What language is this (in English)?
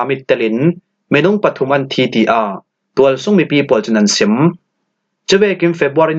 Falam Chin